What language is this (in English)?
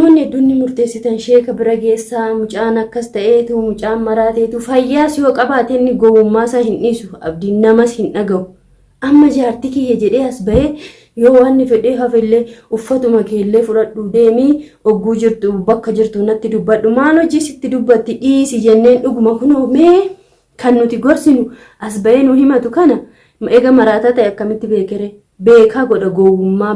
Oromo